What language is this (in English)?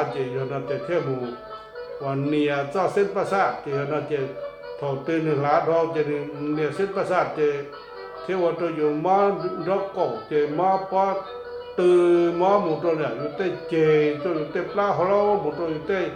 Hmong